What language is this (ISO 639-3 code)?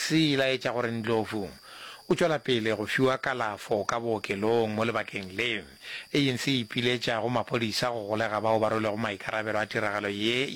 nso